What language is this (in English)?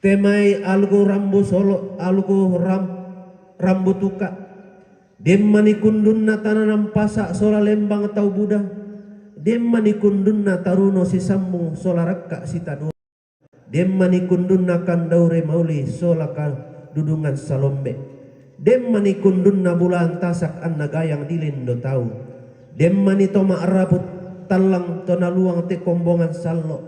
Toraja-Sa'dan